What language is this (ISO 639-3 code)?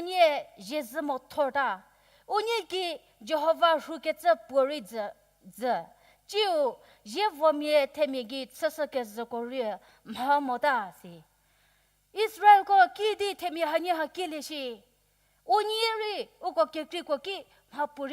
njm